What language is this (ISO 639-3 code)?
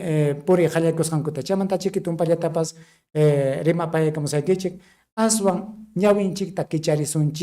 quy